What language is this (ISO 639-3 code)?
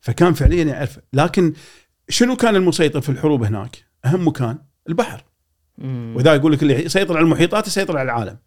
afb